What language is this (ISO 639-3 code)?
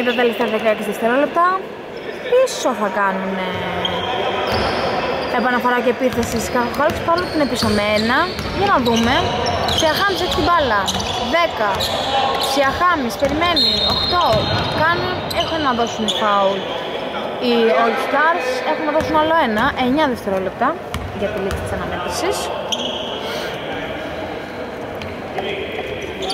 ell